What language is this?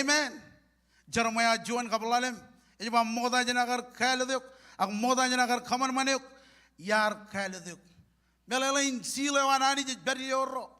Marshallese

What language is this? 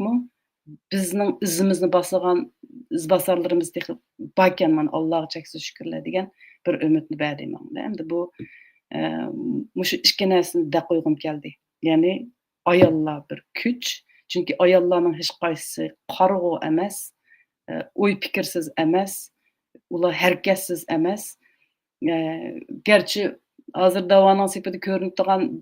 Uyghur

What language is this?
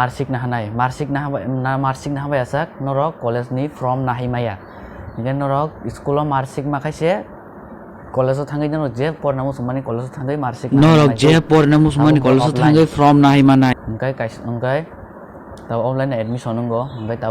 Kok Borok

